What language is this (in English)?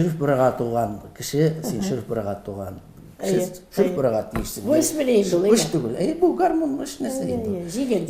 Tatar